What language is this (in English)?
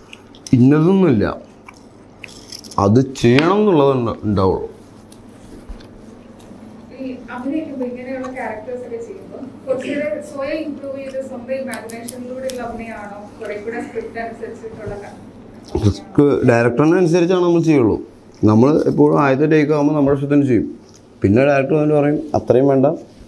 Malayalam